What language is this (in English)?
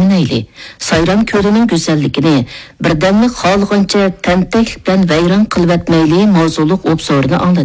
Uyghur